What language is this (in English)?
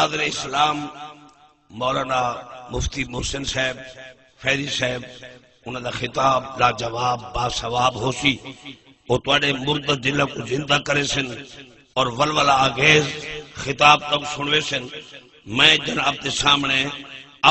Saraiki